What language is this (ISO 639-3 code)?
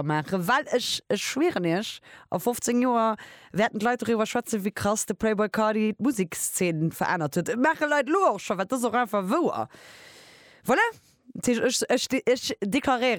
ltz